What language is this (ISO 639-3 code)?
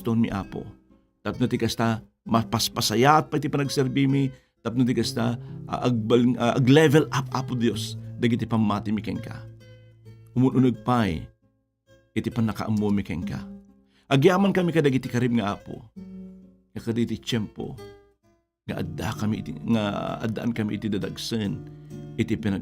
ilo